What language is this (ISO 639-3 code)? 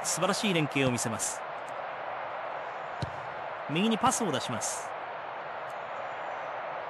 jpn